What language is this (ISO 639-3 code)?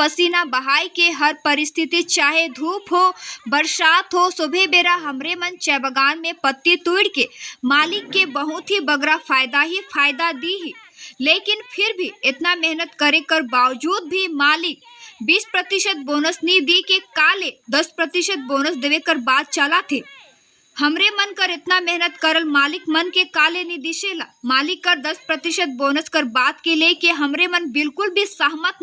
sck